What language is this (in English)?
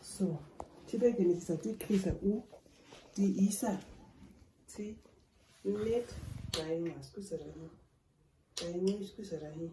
Nama